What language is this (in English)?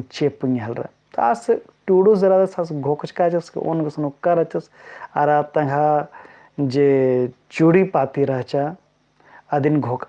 Kurukh